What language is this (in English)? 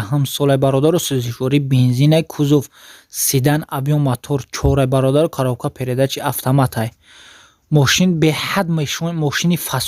Tajik